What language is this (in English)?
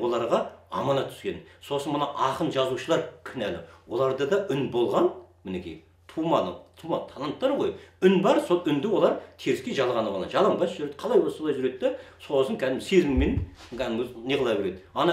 Kazakh